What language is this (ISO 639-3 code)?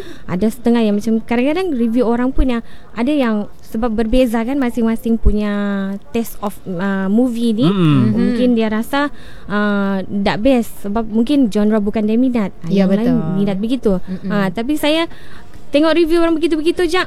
msa